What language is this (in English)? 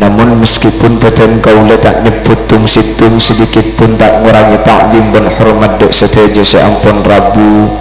Madurese